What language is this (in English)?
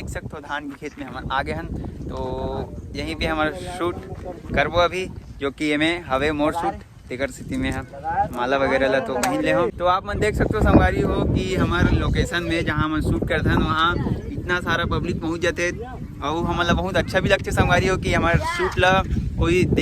Chhattisgarhi